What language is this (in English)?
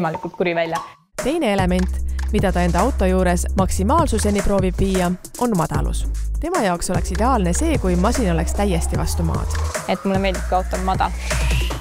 Estonian